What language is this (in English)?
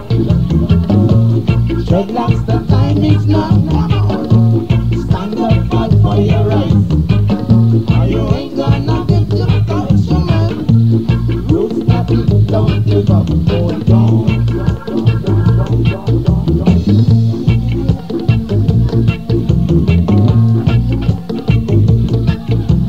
English